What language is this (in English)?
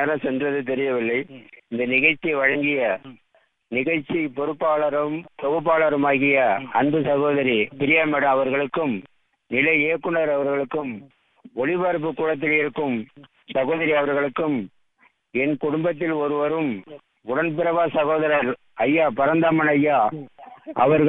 Tamil